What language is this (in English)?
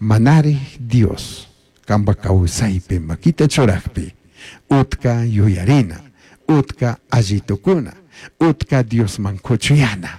Chimborazo Highland Quichua